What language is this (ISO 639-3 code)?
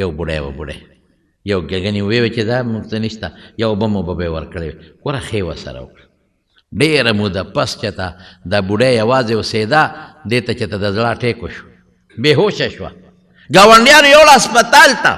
pus